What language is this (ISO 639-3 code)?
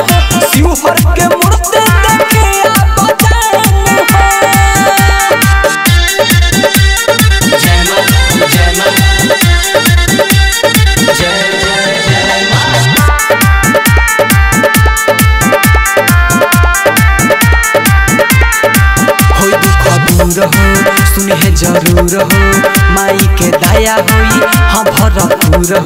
bho